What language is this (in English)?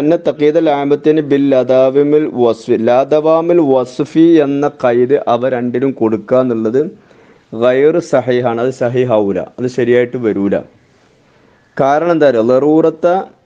Malayalam